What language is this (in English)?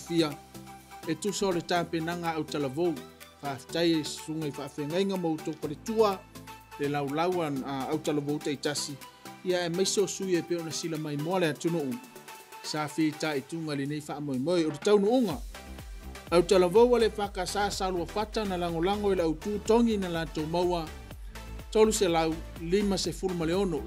Samoan